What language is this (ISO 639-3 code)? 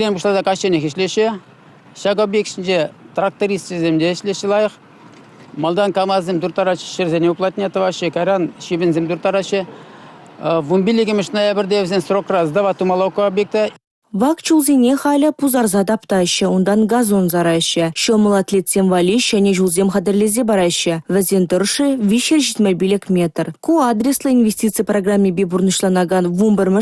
chv